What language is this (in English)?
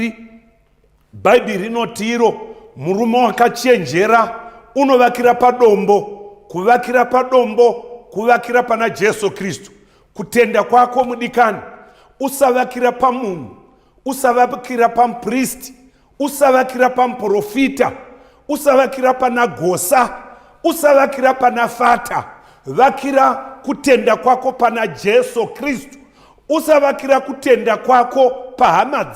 Shona